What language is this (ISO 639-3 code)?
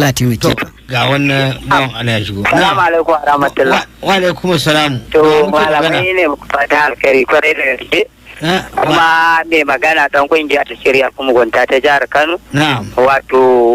hau